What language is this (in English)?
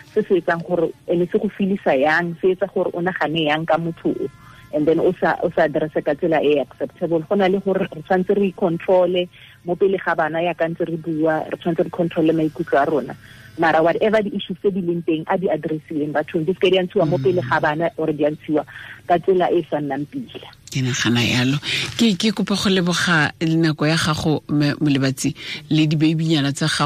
Tswana